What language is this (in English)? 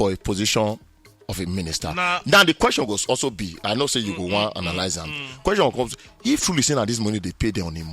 Nigerian Pidgin